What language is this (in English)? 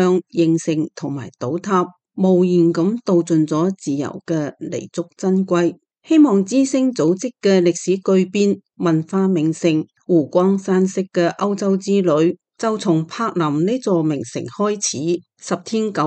Cantonese